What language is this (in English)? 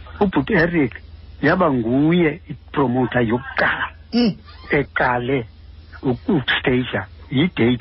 Xhosa